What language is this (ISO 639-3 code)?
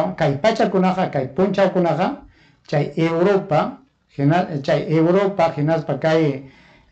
quy